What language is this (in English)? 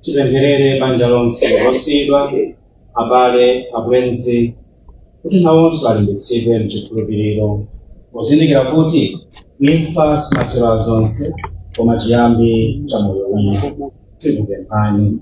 Nyanja